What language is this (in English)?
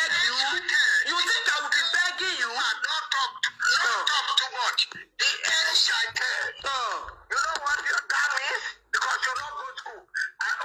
Nigerian Pidgin